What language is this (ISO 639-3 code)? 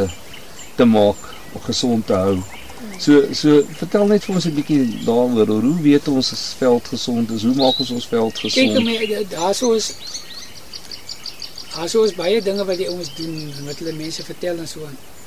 afr